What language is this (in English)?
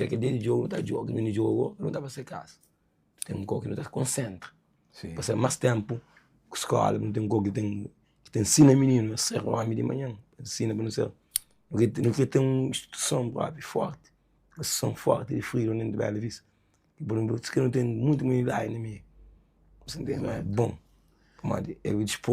Kabuverdianu